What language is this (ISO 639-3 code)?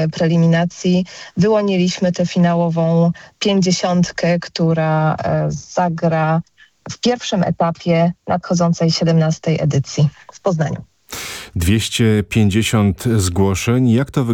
pol